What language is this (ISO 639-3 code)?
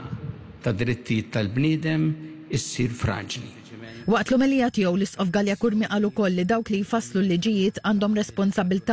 mlt